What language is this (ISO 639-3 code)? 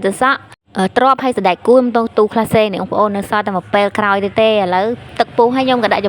khm